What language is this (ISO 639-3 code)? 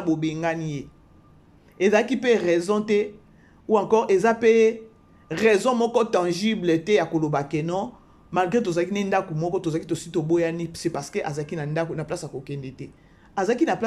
lin